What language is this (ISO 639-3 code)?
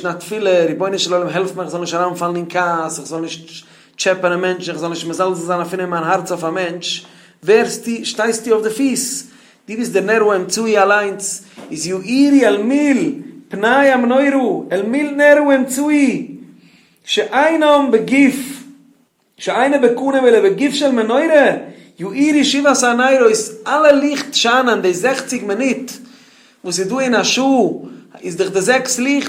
yid